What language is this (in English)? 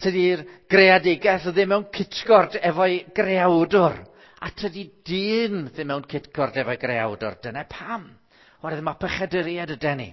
Welsh